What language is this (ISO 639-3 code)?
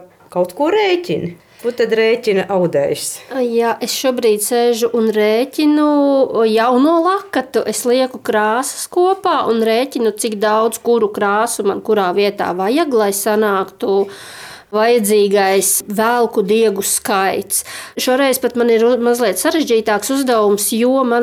lav